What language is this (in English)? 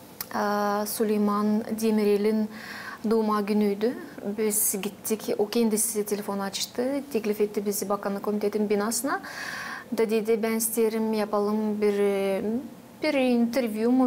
Gagauz